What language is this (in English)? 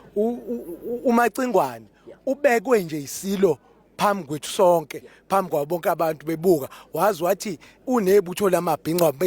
Zulu